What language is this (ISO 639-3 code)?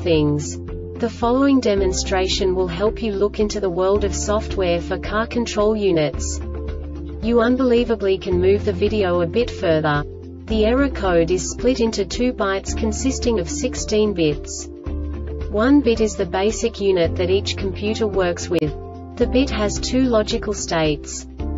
eng